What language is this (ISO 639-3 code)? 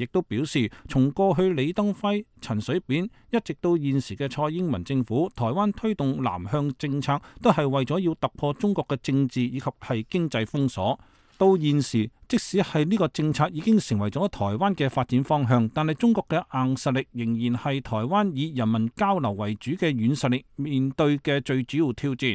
yue